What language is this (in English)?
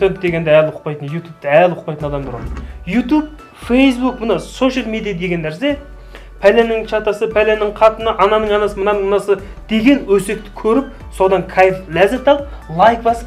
Kazakh